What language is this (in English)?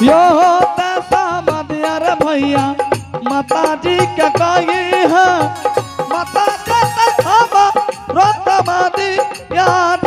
Angika